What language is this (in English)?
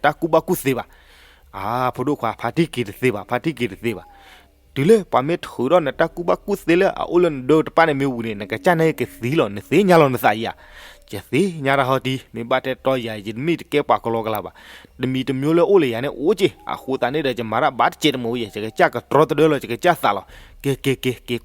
S'gaw Karen